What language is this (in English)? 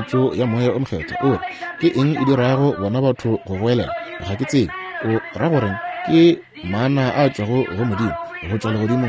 Northern Sotho